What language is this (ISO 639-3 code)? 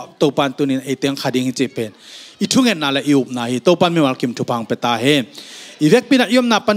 ctd